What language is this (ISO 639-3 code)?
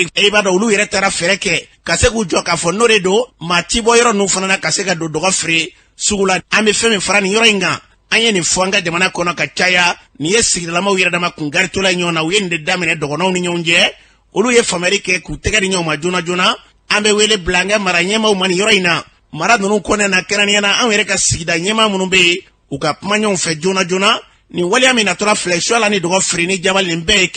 bam